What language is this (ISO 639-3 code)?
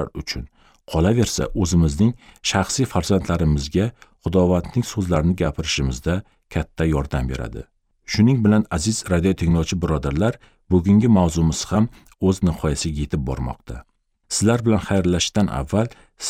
uzb